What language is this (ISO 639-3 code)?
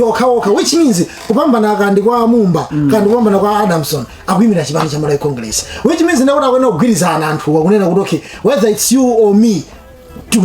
nya